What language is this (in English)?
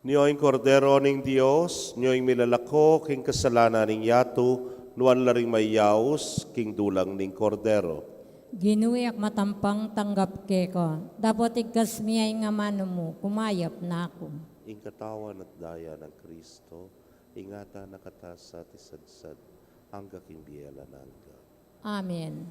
Pampanga